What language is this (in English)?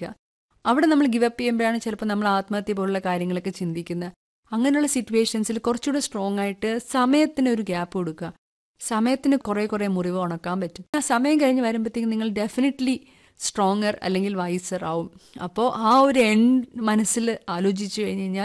Malayalam